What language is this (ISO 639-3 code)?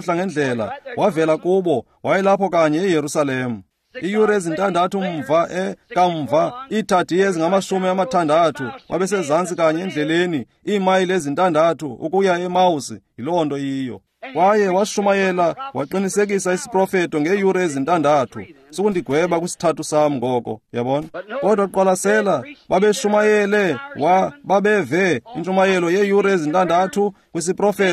xho